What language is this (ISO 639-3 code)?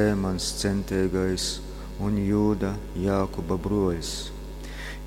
ltg